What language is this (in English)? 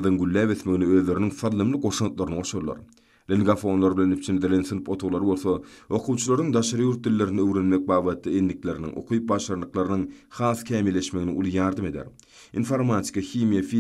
Turkmen